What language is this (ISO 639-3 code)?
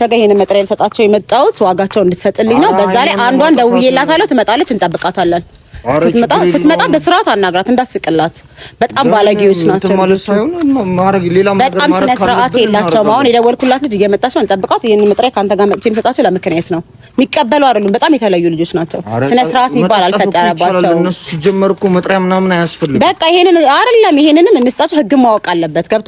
amh